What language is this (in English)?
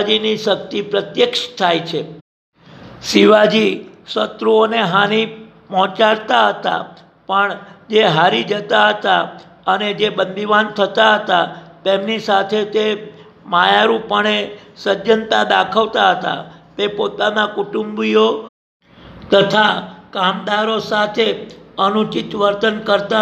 Gujarati